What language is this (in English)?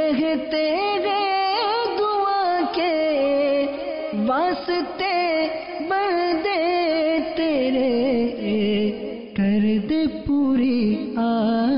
Urdu